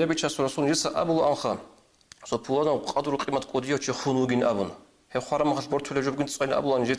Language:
Avaric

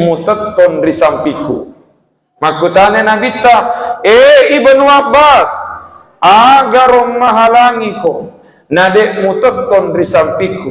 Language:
Buginese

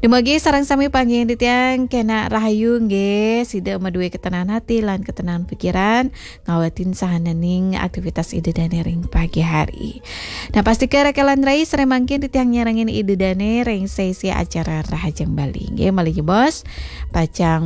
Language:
Balinese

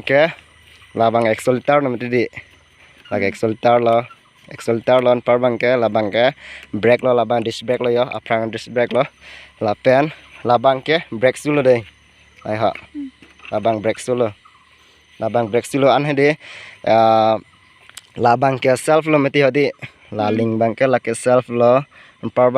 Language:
Karbi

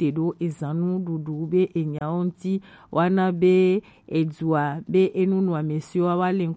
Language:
Gen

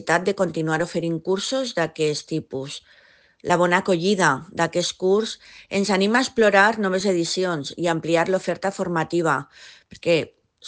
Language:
Catalan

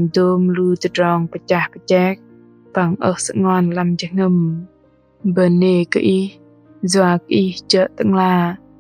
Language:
Bahnar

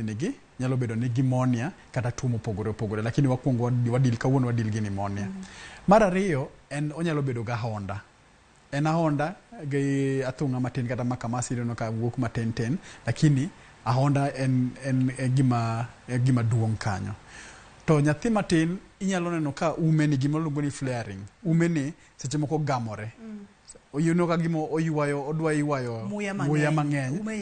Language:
Luo (Kenya and Tanzania)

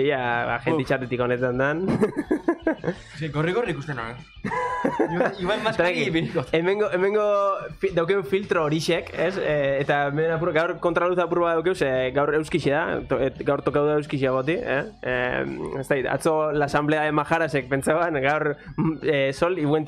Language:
Basque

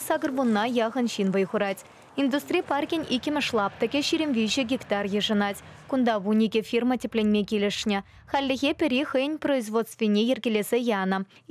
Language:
Chuvash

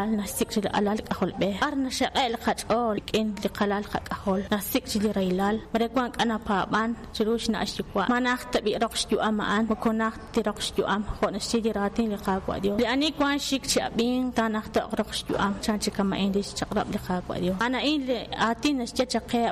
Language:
Kekchí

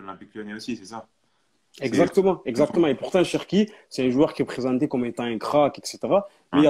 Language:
French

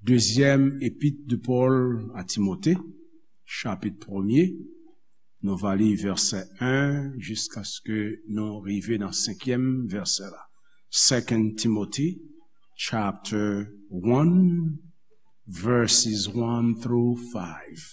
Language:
Haitian Creole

